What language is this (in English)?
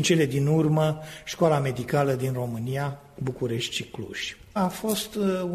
Romanian